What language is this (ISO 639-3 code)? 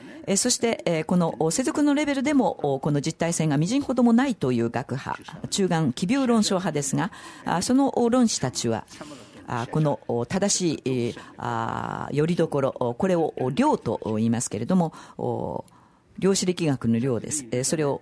jpn